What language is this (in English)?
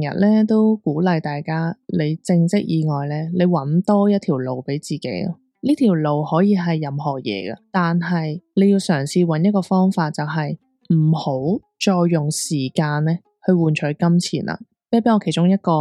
Cantonese